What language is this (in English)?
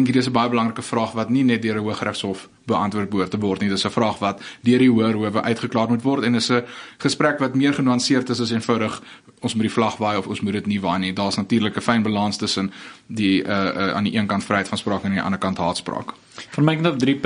Afrikaans